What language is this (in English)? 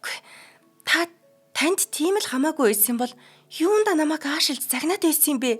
Mongolian